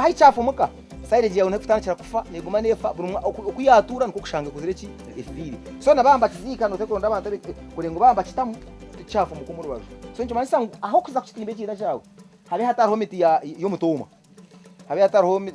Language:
Nyankole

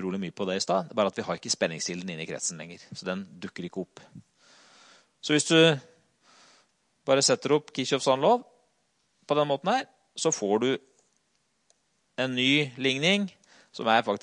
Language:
Norwegian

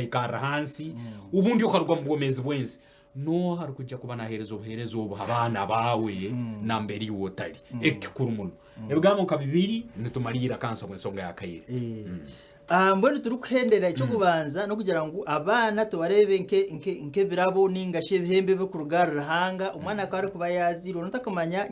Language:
Nyankole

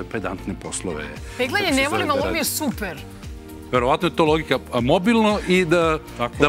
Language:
Serbian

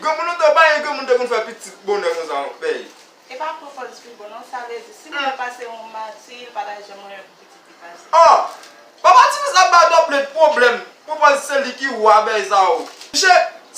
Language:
Haitian Creole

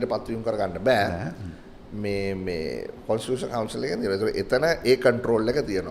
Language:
Sinhala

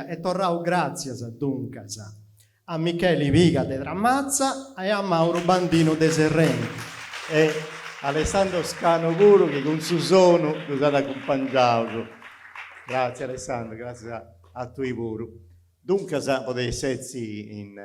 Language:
Sardinian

